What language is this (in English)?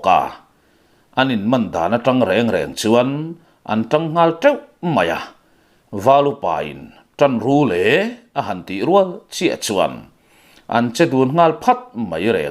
Mizo